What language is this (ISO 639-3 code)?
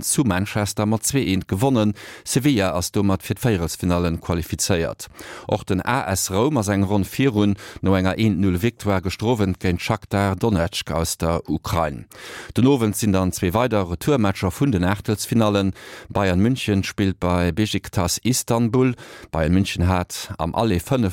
ltz